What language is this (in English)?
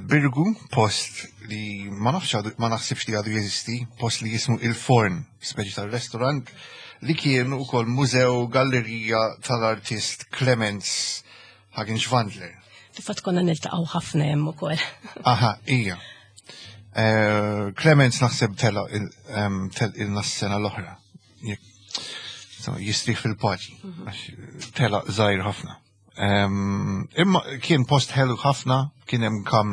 Maltese